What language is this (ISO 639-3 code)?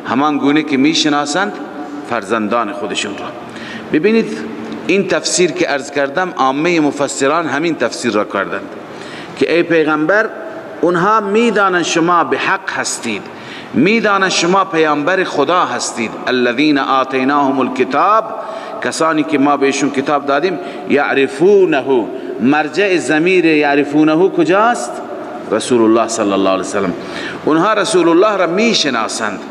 fas